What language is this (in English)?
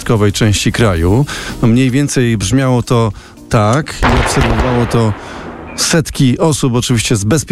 Polish